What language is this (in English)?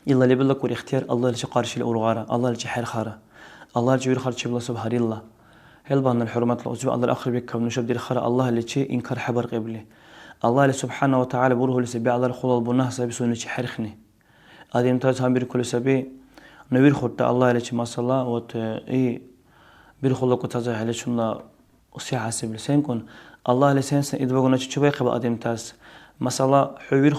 Dargwa